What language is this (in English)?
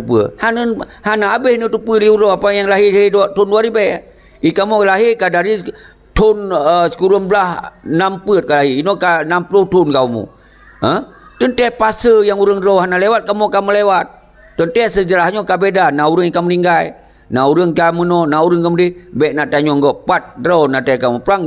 Achinese